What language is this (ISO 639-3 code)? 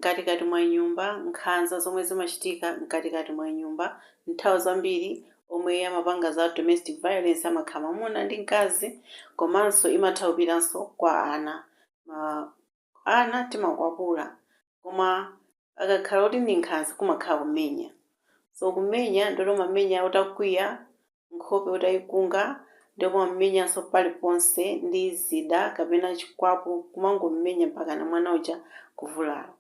nya